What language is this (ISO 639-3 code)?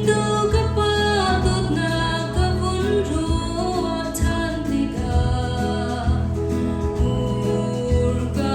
cnh